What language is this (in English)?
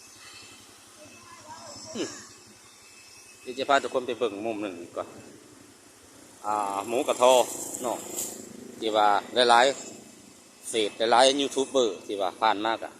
Lao